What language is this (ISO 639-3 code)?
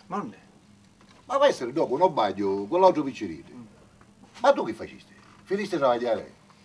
scn